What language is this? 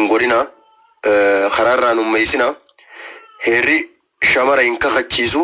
Oromo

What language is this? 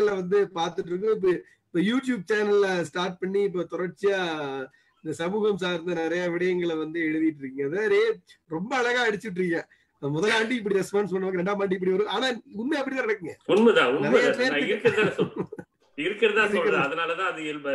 Tamil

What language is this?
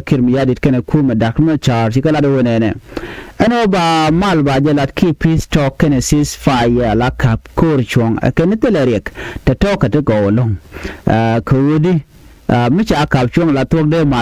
Nuer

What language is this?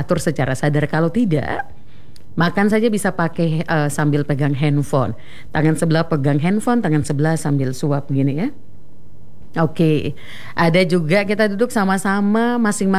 Indonesian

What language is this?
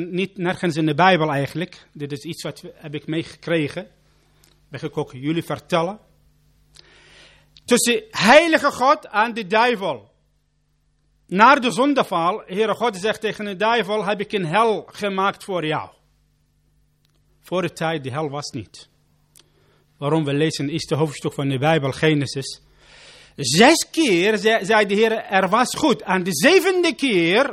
Dutch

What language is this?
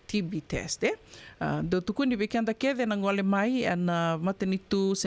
Fijian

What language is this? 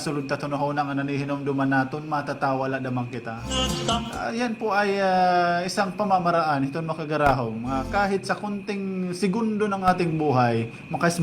Waray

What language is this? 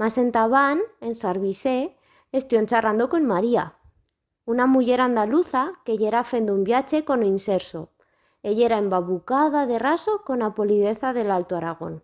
Aragonese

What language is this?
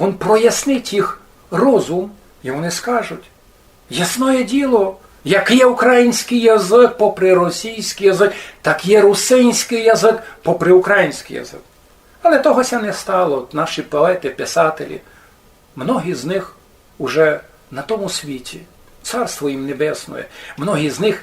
Rusyn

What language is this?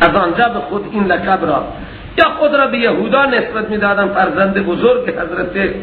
Persian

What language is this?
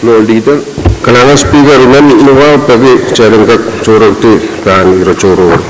Pohnpeian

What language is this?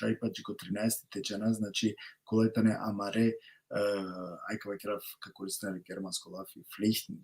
Balkan Romani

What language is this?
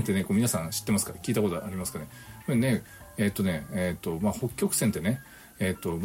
Japanese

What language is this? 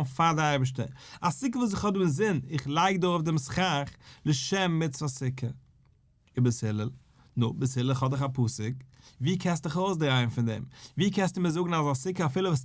Yiddish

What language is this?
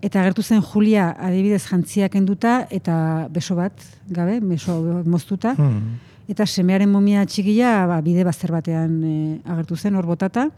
Basque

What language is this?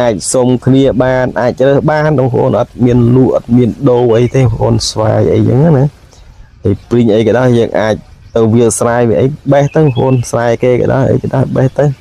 Khmer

